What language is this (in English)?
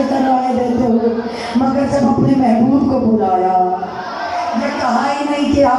Urdu